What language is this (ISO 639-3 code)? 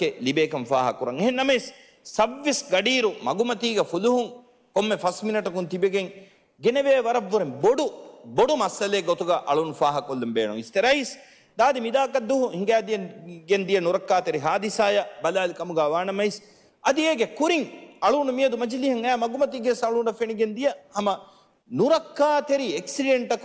div